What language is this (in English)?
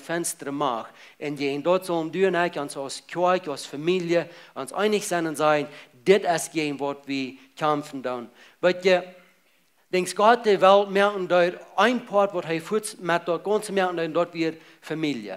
Plautdietsch